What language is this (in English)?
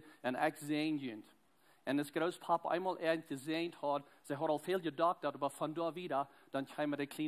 Plautdietsch